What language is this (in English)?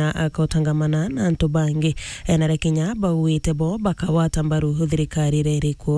Meru